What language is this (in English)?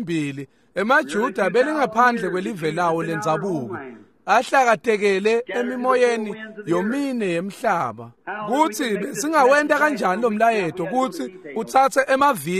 Swati